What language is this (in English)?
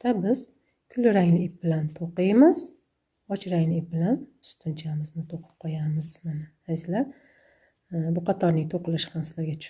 Uzbek